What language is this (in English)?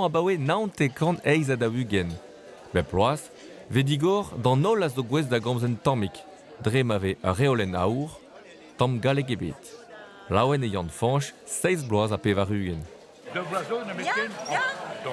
Breton